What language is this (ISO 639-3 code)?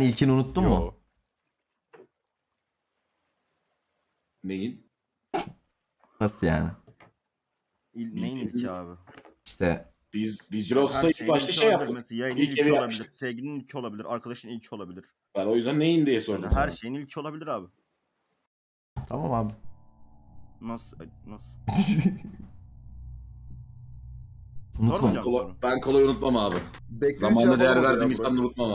tur